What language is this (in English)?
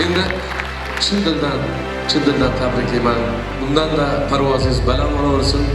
Kara-Kalpak